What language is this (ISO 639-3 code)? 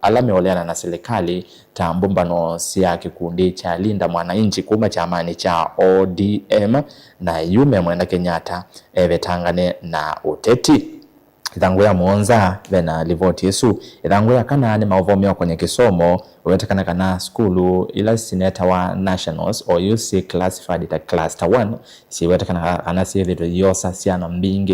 kam